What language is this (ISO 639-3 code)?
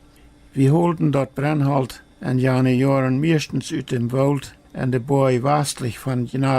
pdt